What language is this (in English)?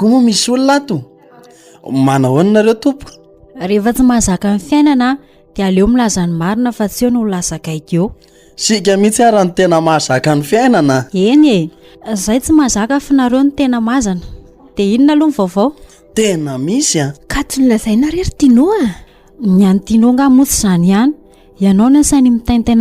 Malagasy